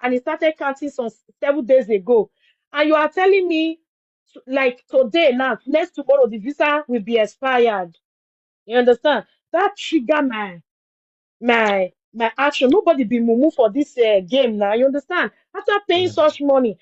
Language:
Nigerian Pidgin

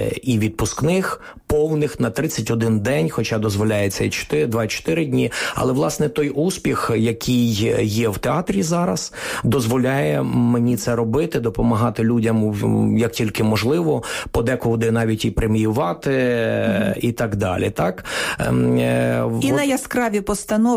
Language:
Ukrainian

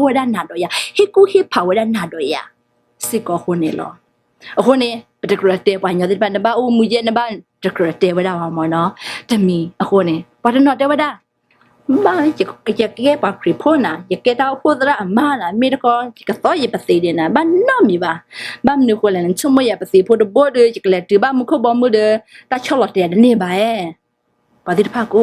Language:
S'gaw Karen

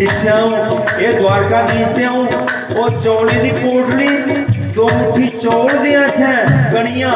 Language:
Dogri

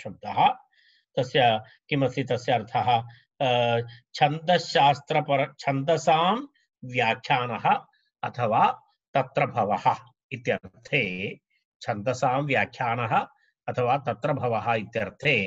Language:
Sanskrit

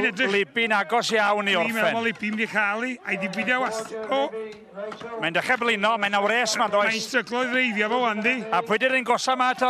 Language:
Welsh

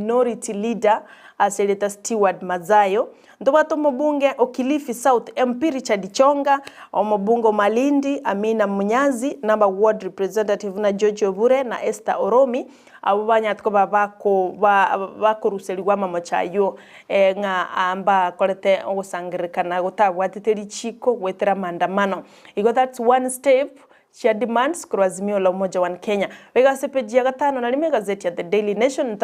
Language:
Gusii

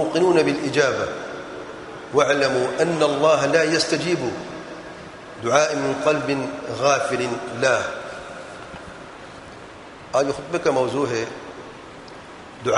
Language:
Urdu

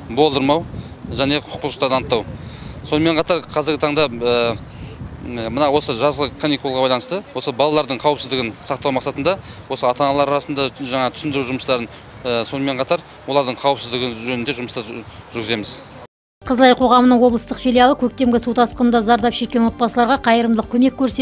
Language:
Kazakh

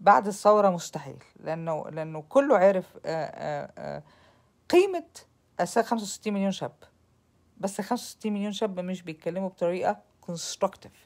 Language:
Egyptian Arabic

